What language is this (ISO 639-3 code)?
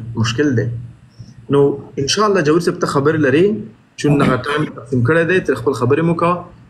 pus